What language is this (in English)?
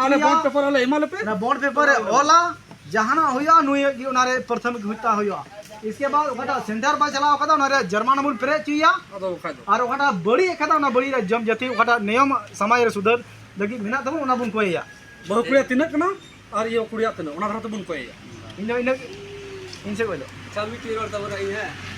Santali